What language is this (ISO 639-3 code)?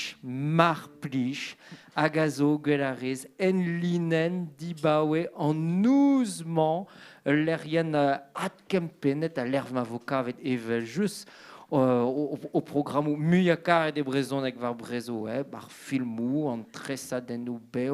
bre